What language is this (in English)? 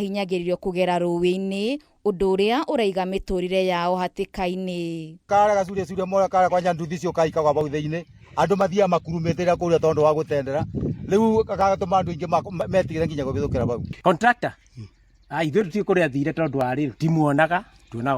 Kikuyu